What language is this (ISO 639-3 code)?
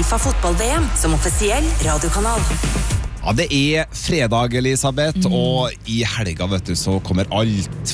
nor